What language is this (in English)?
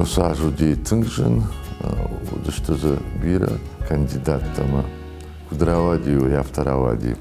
Ossetic